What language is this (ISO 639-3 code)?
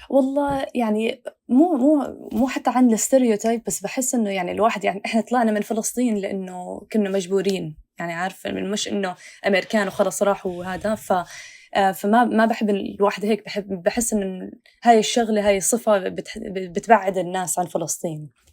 apc